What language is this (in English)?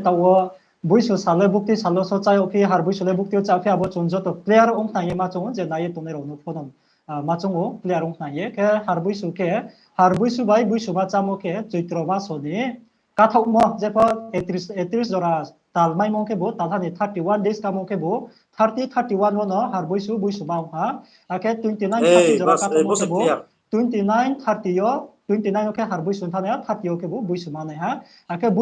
Riang (India)